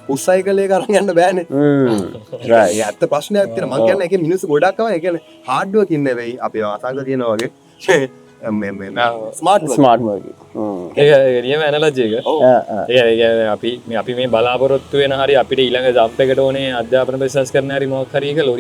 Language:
Sinhala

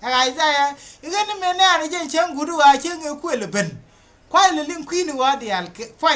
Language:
Nuer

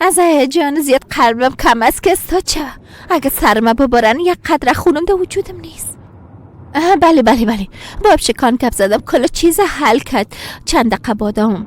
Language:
Persian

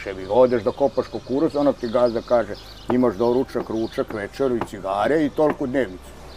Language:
Serbian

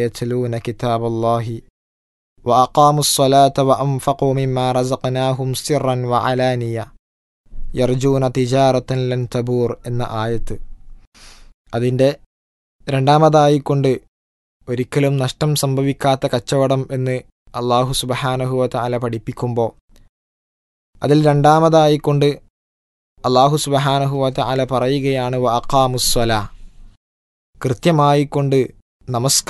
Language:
Malayalam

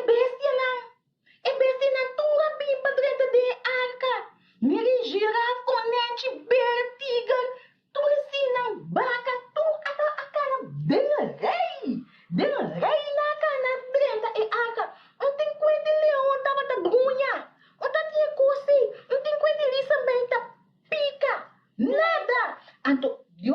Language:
Papiamento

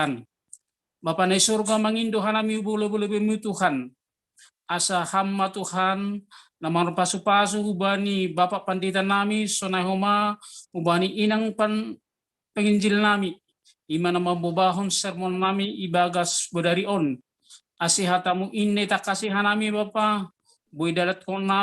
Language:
Batak Simalungun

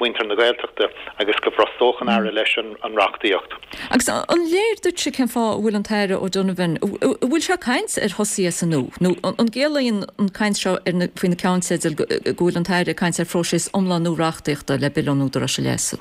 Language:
Irish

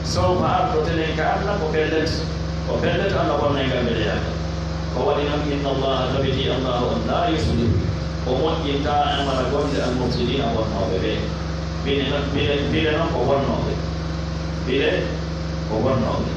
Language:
Pular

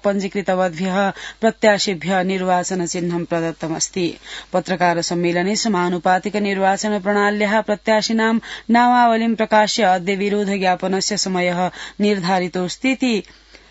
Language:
Sanskrit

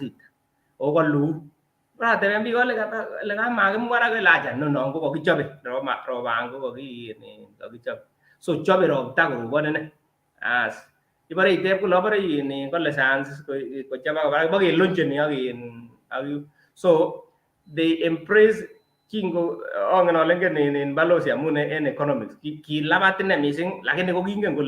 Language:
Kalenjin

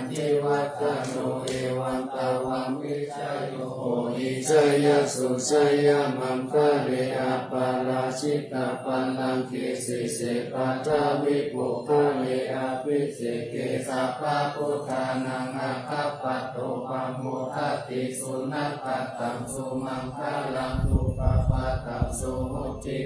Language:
Pali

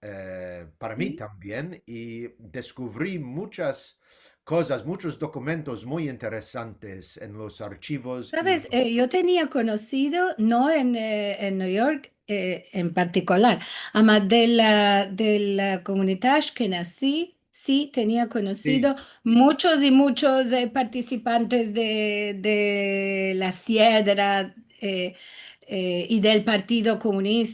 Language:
Ladino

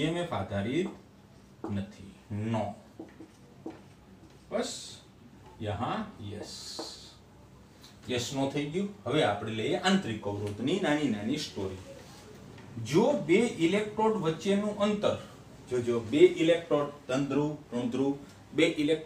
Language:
Gujarati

